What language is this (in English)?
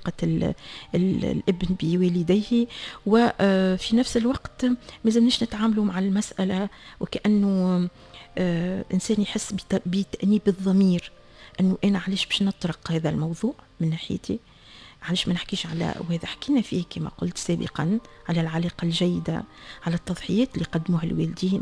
Tunisian Arabic